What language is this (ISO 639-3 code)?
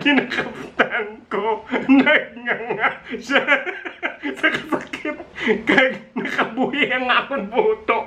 hil